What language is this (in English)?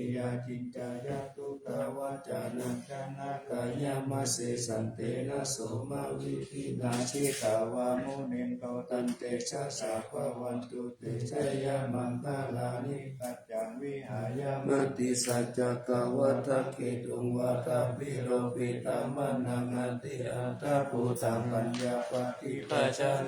Pali